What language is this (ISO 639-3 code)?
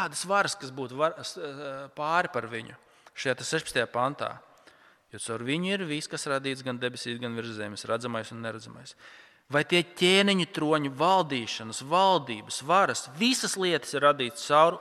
lav